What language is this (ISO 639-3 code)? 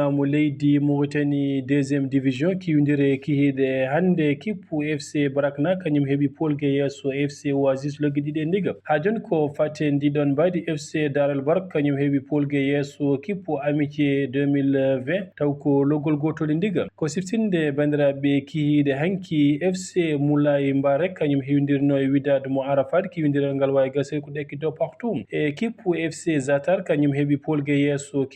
ful